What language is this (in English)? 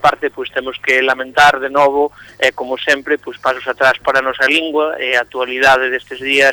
Galician